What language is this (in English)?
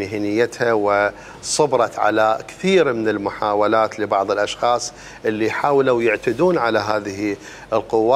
Mesopotamian Arabic